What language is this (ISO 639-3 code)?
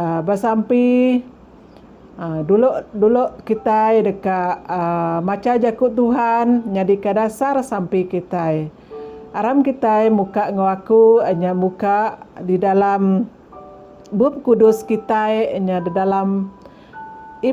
iba